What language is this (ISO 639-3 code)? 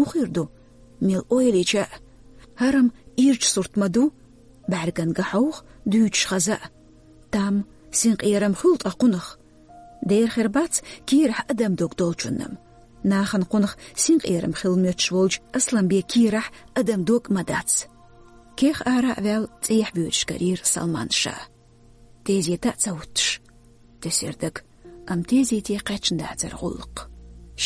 che